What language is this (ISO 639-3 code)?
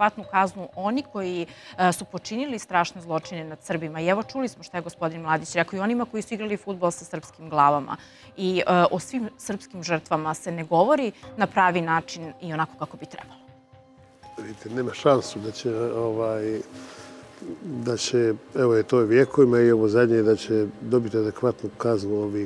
srp